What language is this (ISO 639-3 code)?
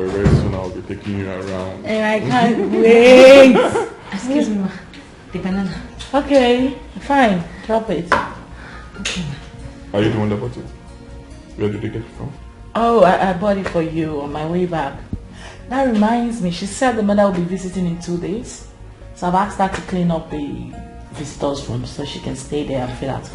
pcm